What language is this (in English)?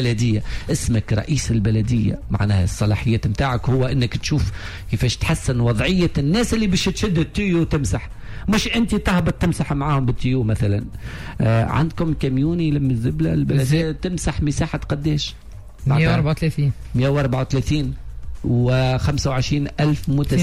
Tunisian Arabic